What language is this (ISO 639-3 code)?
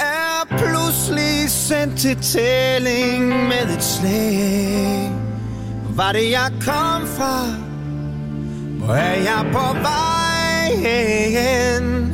dan